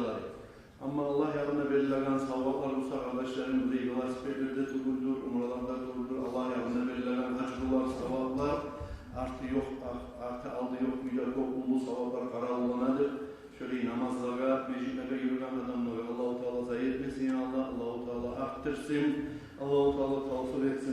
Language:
Kumyk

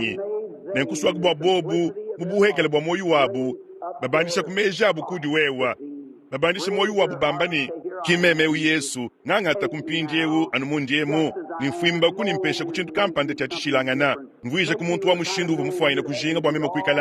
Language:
Luba-Lulua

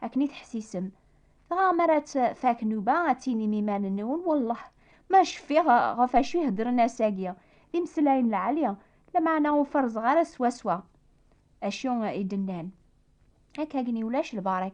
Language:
Kabyle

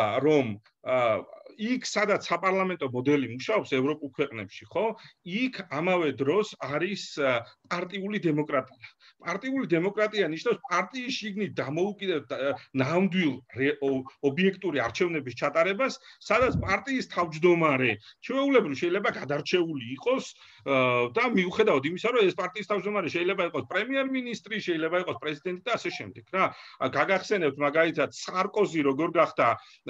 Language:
Georgian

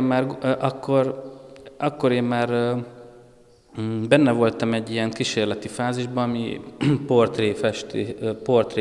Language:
Hungarian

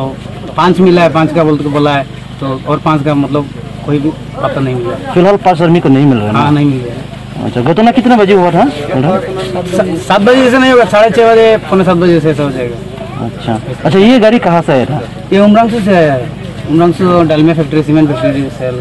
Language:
Karbi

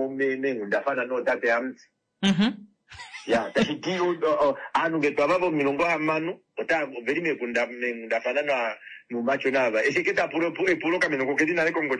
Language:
Kuanyama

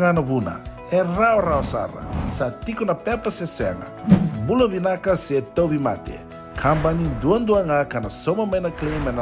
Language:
Fijian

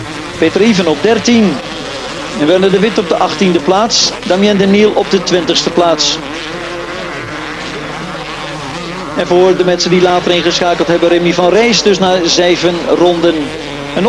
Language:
Dutch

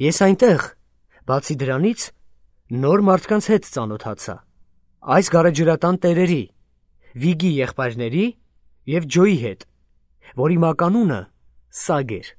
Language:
Armenian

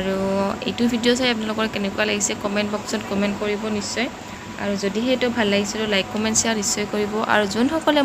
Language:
Assamese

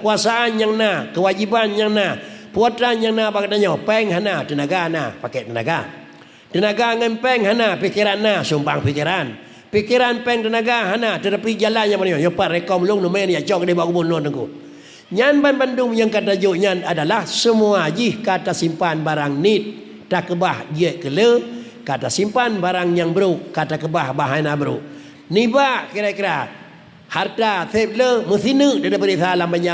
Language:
Achinese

